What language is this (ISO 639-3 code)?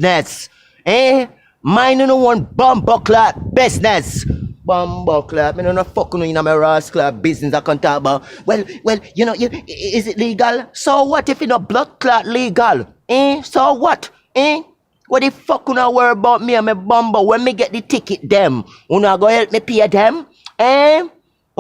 jam